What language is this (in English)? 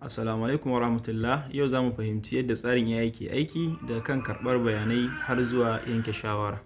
Hausa